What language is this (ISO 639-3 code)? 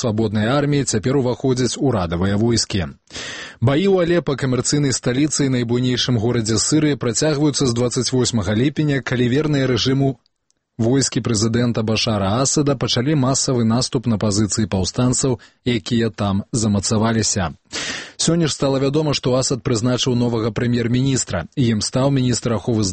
bel